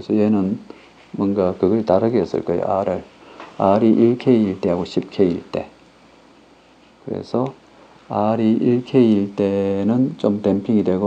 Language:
Korean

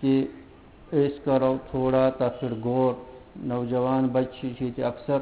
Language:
Kashmiri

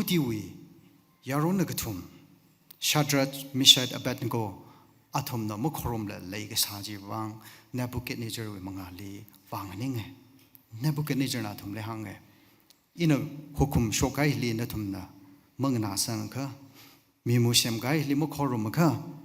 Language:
Tangkhul Naga (India)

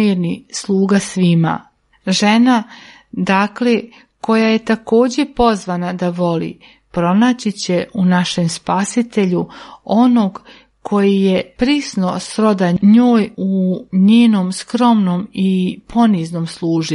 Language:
Serbian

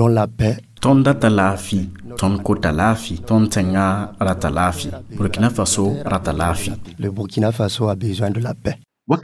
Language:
Mossi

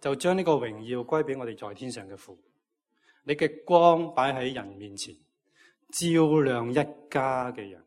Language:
Cantonese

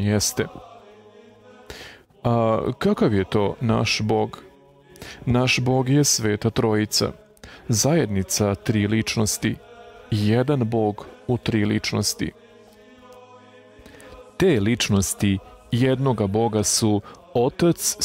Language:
Serbian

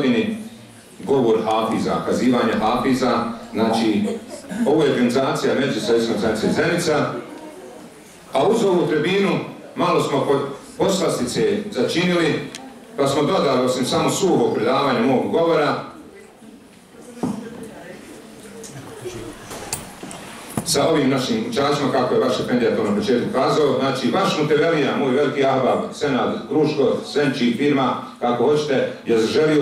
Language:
Bosnian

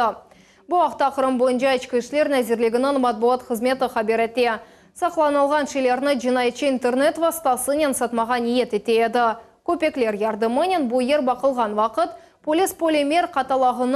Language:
Crimean Tatar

